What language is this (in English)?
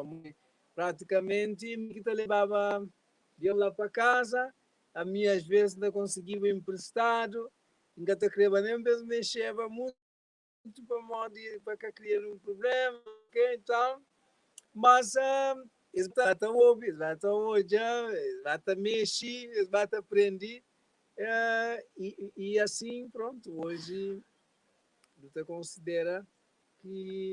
Kabuverdianu